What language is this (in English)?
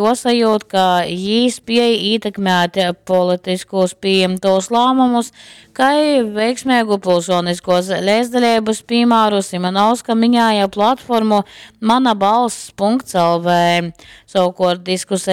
Latgalian